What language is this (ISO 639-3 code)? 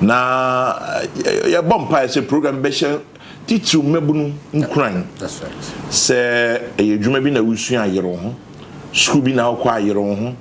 aka